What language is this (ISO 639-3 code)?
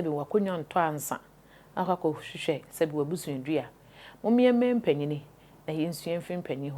aka